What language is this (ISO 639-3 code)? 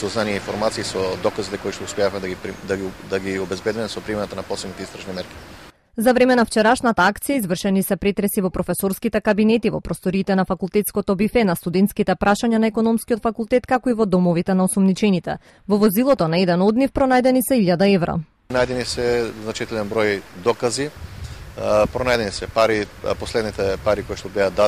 mkd